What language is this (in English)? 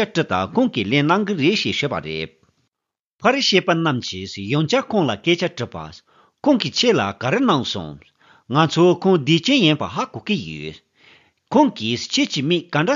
Tibetan